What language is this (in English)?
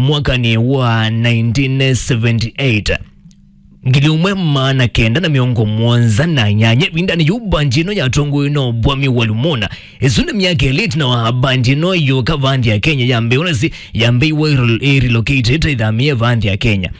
Kamba